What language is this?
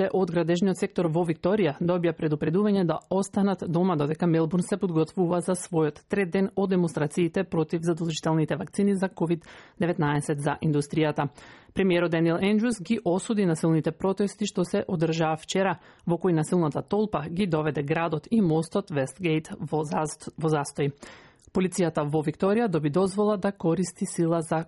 Macedonian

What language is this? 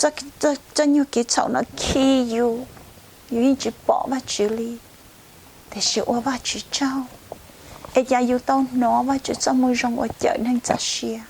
Hmong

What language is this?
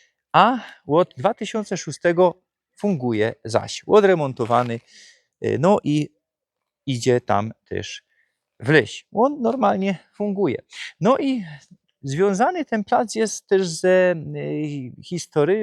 Silesian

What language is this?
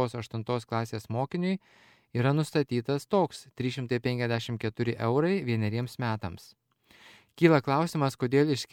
Lithuanian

